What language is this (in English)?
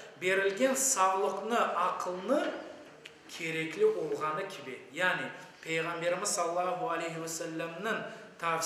Crimean Tatar